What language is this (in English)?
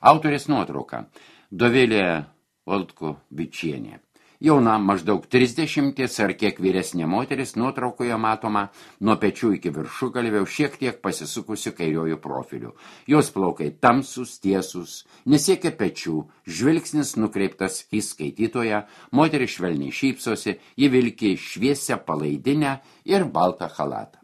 Lithuanian